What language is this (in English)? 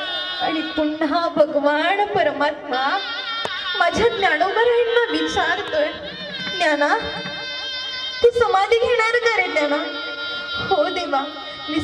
Marathi